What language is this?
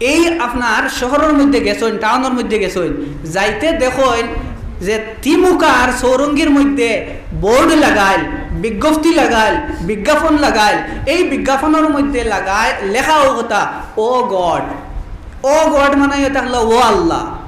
Sylheti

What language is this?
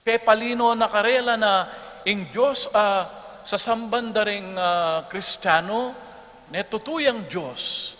Pampanga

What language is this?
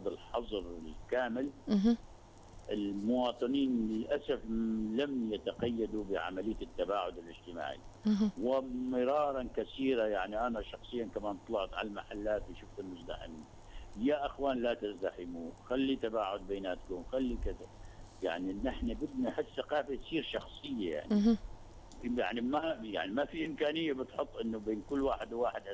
North Levantine Arabic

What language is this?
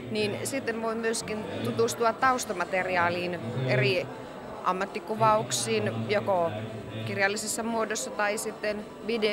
Finnish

